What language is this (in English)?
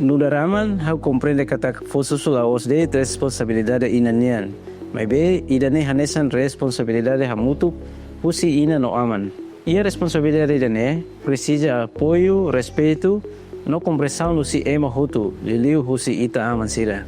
Tetum